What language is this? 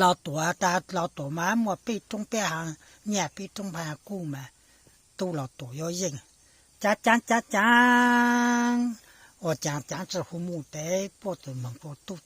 Hmong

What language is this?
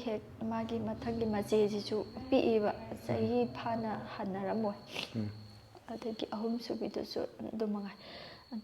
Manipuri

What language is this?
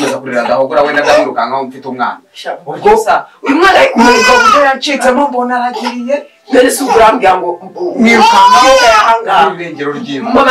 Kinyarwanda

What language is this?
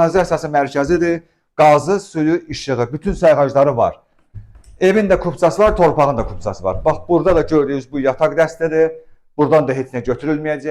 Azerbaijani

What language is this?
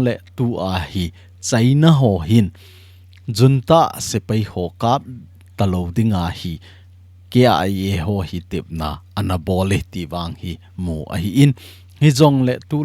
Thado Chin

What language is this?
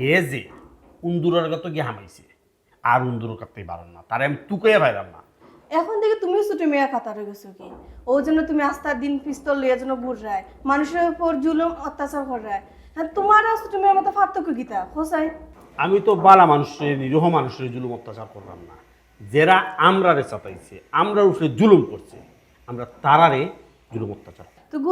Sylheti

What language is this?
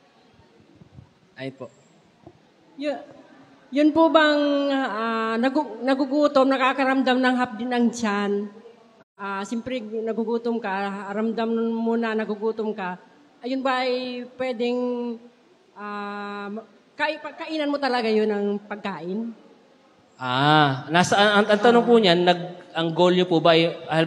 Filipino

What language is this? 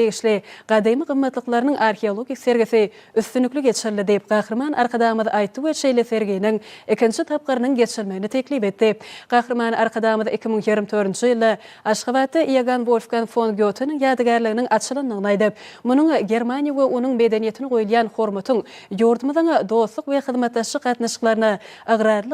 Turkmen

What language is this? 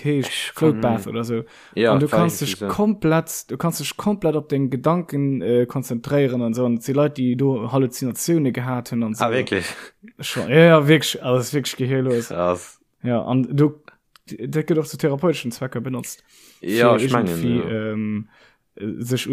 Luxembourgish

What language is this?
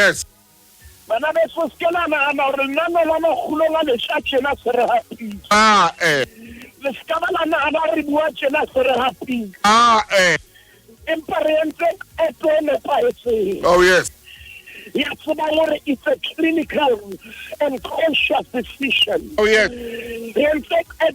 Southern Sotho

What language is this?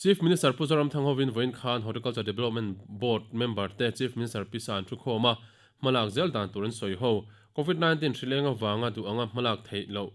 Mizo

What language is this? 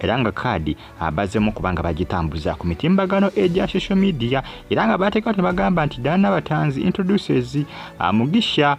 Ganda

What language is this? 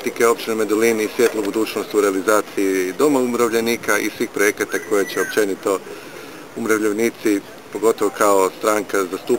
Croatian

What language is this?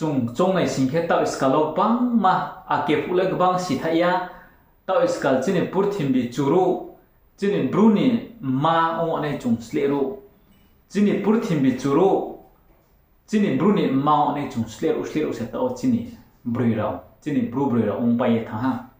Riang (India)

